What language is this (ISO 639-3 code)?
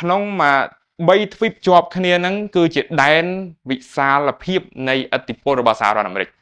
khm